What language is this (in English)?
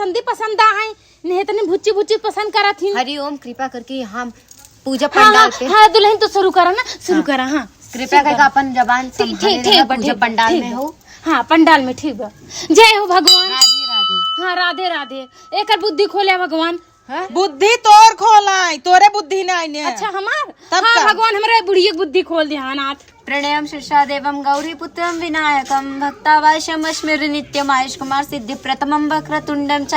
Awadhi